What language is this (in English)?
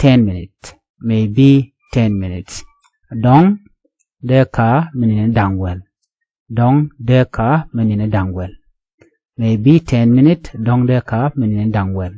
Nuer